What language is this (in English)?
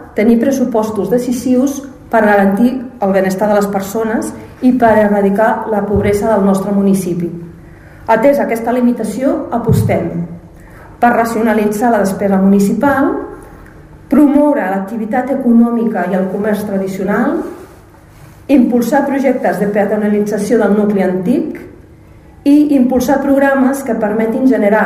Catalan